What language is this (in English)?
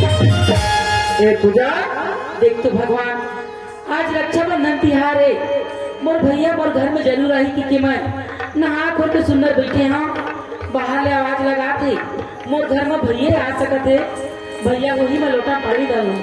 Chhattisgarhi